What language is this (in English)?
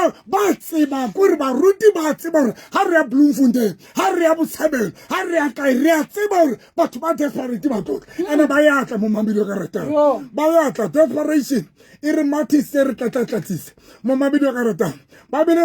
Southern Sotho